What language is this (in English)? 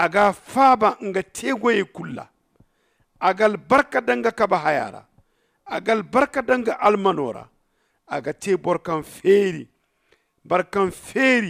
Zarma